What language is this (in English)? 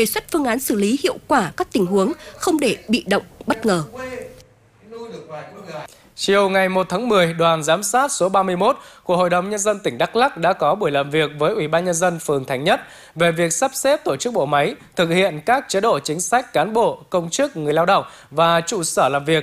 Vietnamese